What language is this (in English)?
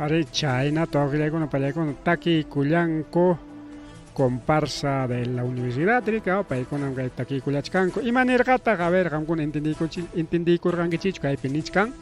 Ayacucho Quechua